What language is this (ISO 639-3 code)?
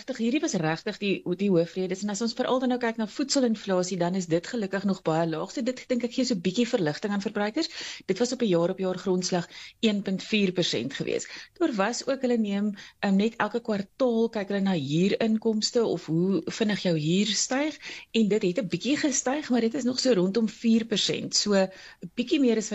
afr